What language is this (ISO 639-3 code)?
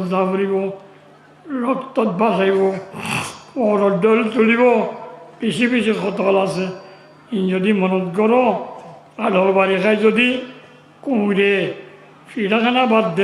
rhg